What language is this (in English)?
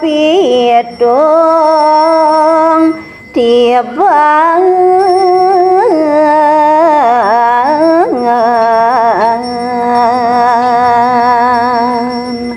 Balinese